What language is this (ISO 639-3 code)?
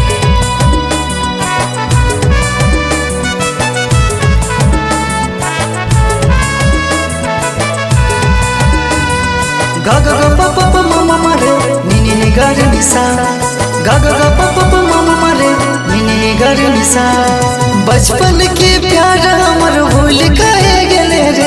bho